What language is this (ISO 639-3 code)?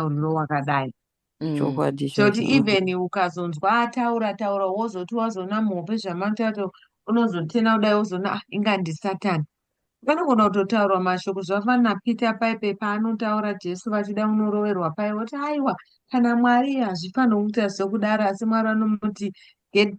sna